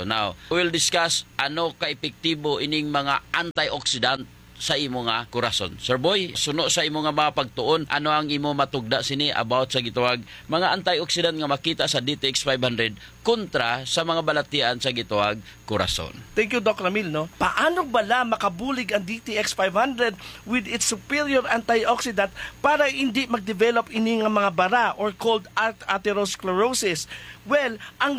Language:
Hiligaynon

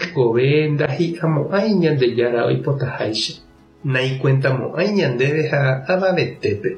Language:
Guarani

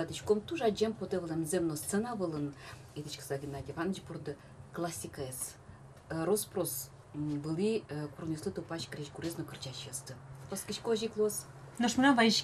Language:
Udmurt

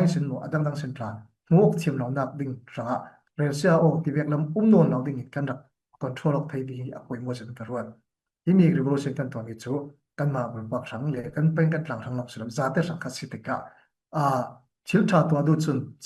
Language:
Falam Chin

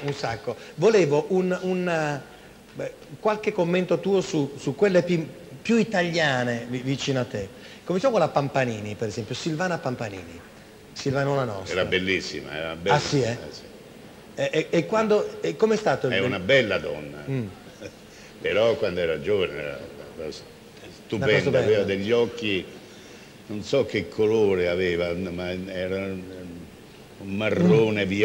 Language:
Italian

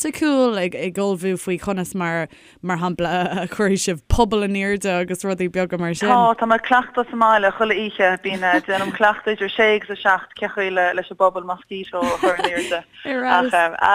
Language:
Irish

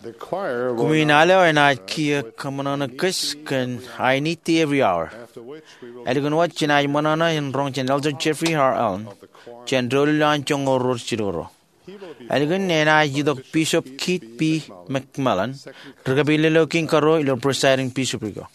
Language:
Marshallese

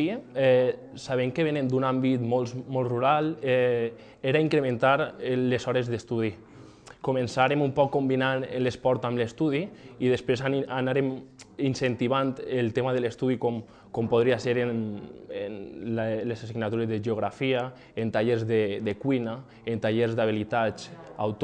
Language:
Catalan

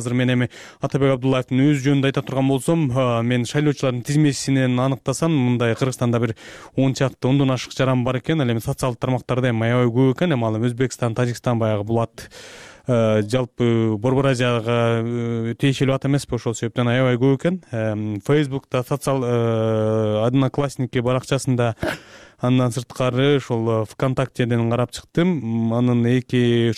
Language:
Kyrgyz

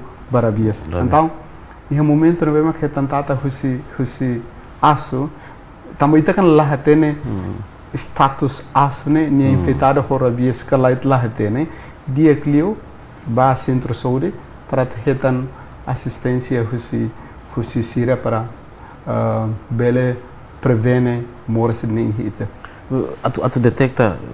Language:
Tetum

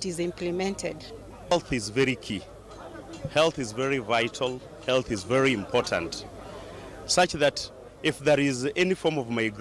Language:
Kamba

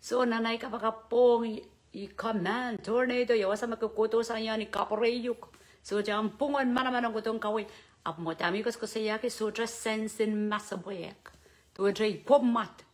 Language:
Pohnpeian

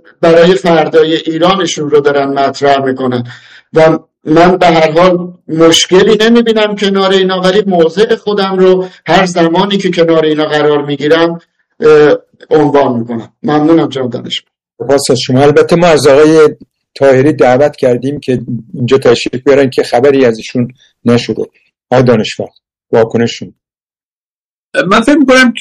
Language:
Persian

